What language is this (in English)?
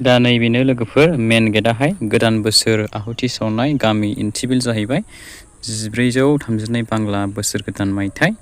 Bodo